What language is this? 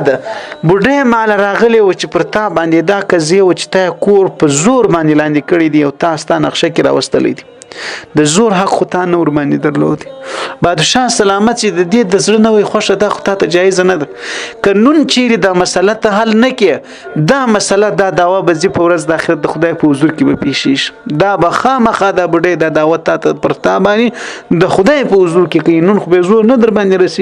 Pashto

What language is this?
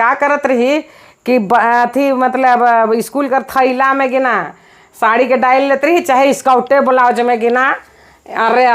Sadri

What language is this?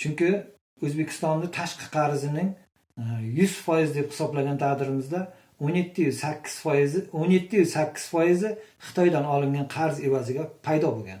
Uzbek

